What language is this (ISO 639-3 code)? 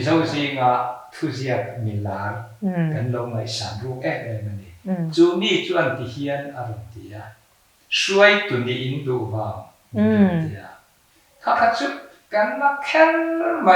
lus